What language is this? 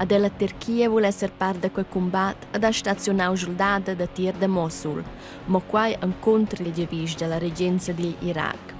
Romansh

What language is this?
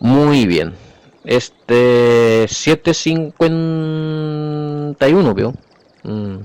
Guarani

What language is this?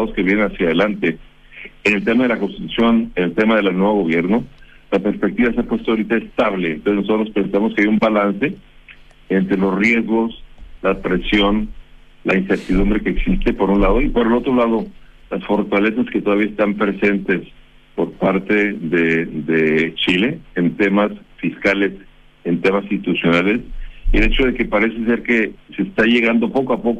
Spanish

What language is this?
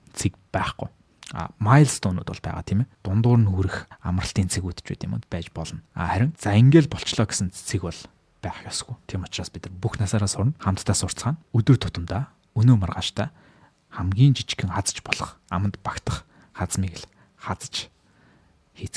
Mongolian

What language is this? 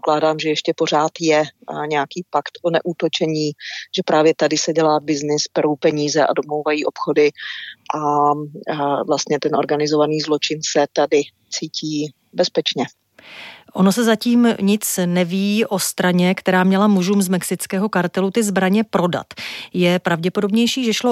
Czech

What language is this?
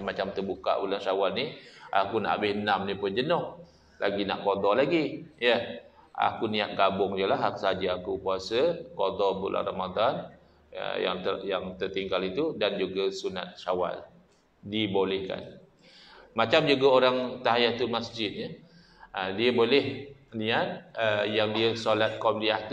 Malay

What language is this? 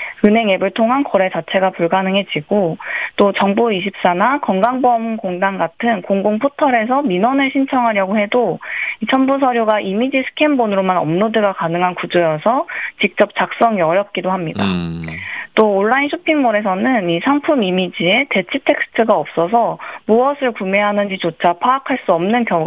Korean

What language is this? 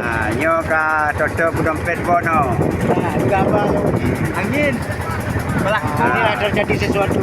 Achinese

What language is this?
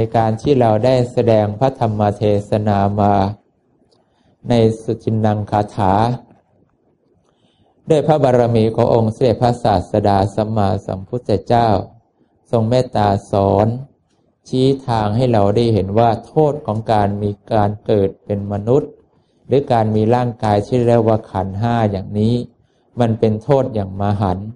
Thai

